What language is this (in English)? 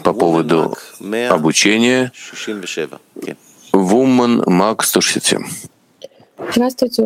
Russian